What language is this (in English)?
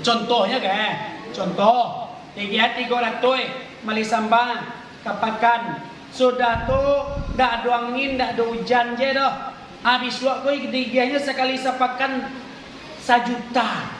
Minangkabau